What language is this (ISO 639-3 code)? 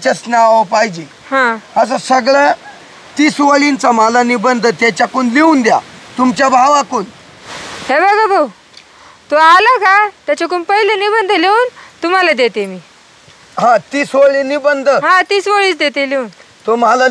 mar